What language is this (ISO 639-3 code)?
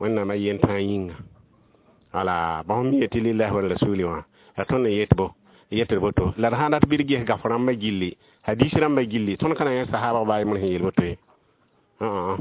mos